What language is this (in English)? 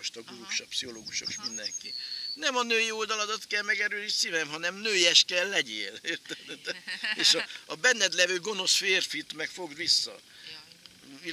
Hungarian